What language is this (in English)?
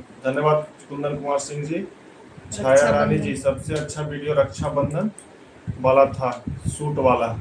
Magahi